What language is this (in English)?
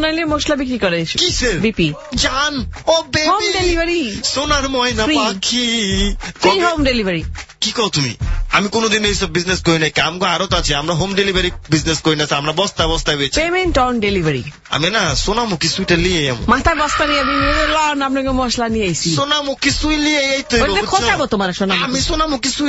Bangla